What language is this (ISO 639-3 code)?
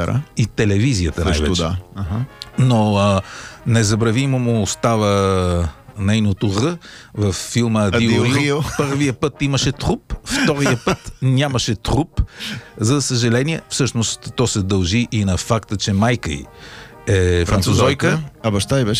bul